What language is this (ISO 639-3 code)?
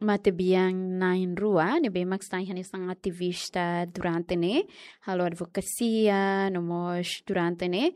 tet